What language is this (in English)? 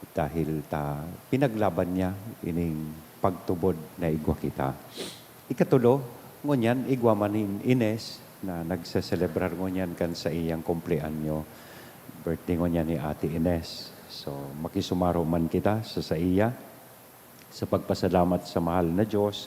Bikol